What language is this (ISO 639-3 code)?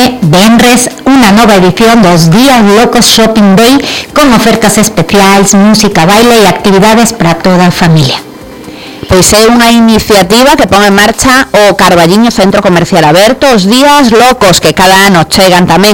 glg